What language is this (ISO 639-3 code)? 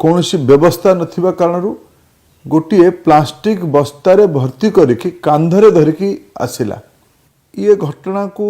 ori